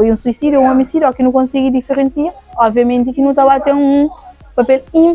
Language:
Kabuverdianu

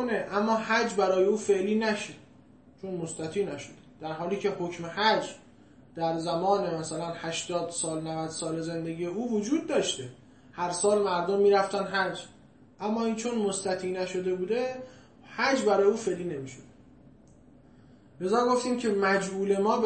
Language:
Persian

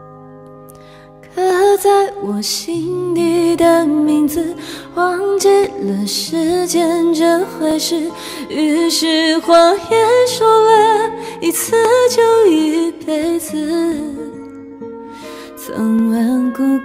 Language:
Chinese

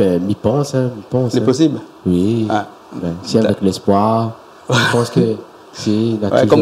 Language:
Réunion Creole French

